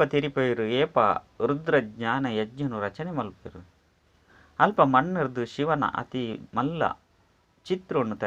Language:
Tulu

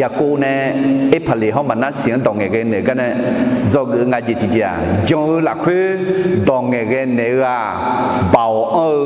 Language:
Akha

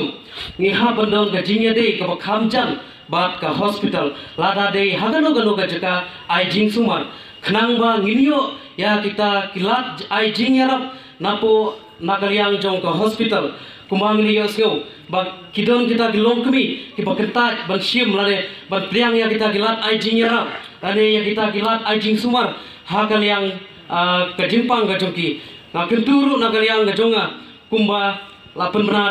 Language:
Khasi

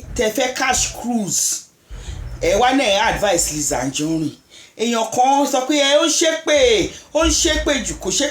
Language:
Yoruba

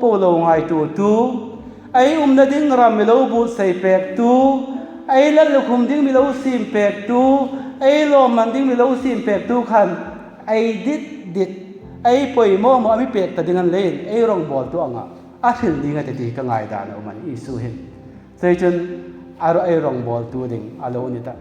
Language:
Hmar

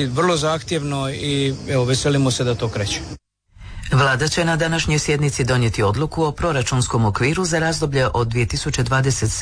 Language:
Croatian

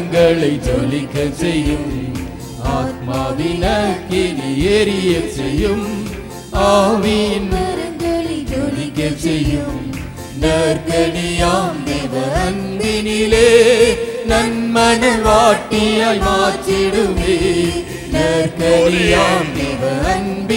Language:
Tamil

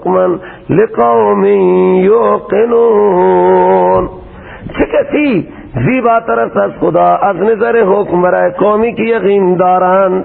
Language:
Persian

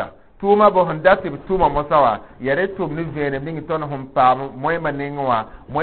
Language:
Mossi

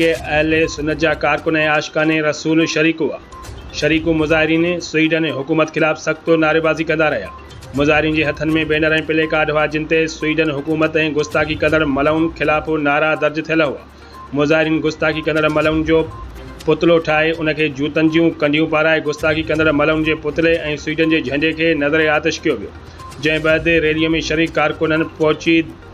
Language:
Sindhi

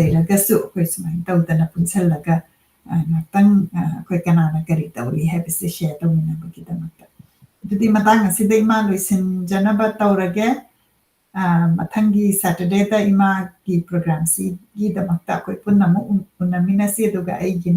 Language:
Manipuri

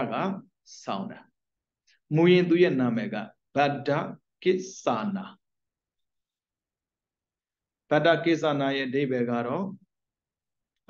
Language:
Burmese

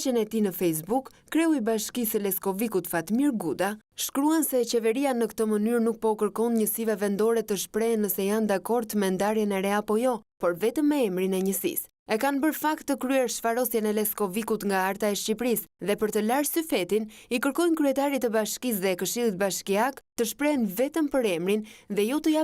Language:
Albanian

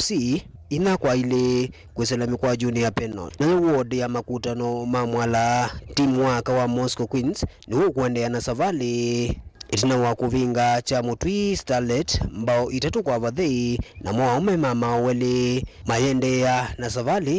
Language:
Kamba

